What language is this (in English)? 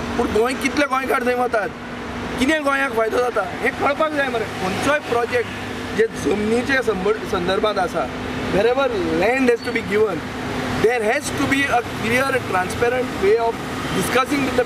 Konkani